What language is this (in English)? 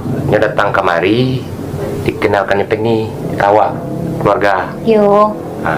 Minangkabau